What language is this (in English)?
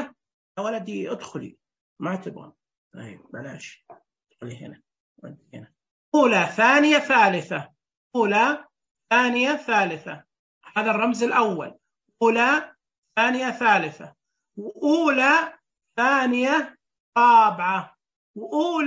Najdi Arabic